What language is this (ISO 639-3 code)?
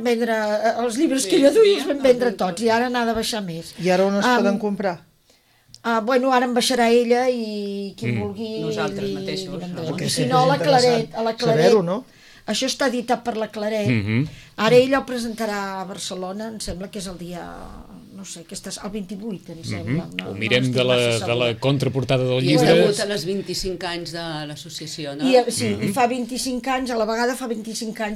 cat